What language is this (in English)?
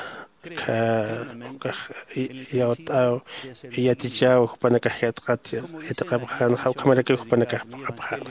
Aymara